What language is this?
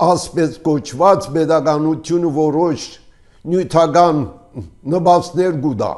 Armenian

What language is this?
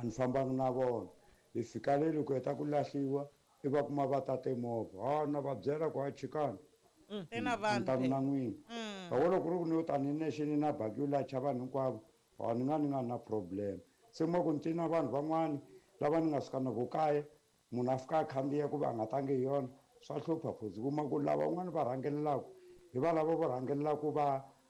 Tsonga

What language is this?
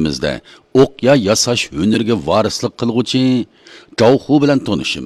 Uyghur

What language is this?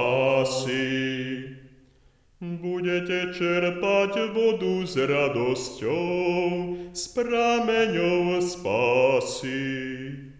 Slovak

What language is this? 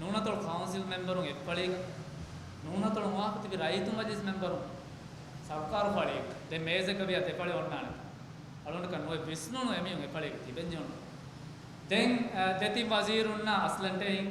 Divehi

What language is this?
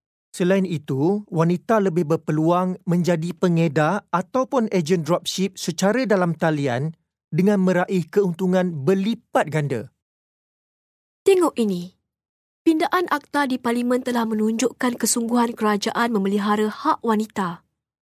Malay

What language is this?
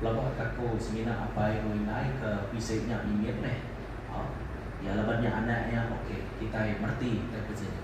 Iban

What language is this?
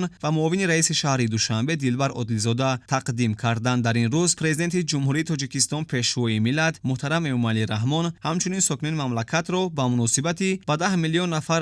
Tajik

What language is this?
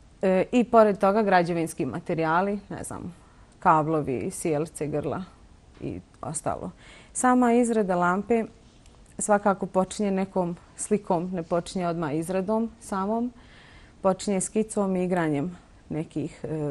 Bosnian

